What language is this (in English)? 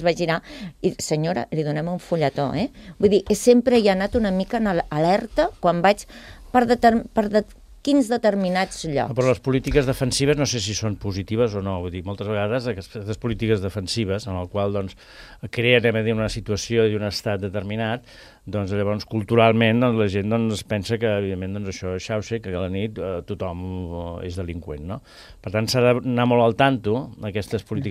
Catalan